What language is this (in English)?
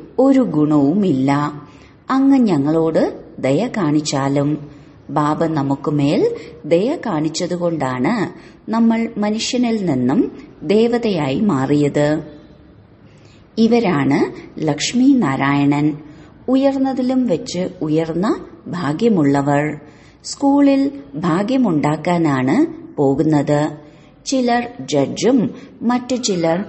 Malayalam